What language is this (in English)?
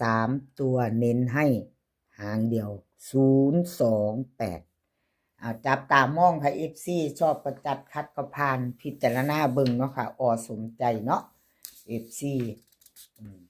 Northeastern Thai